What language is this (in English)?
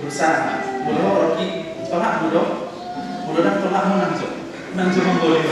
Batak Toba